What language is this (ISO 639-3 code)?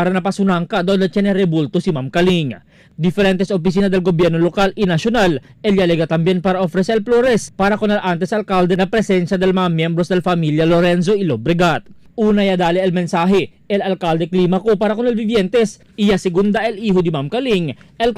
cbk